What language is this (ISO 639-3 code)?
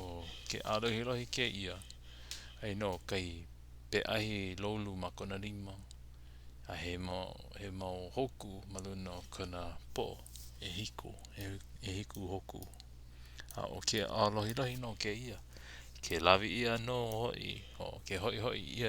haw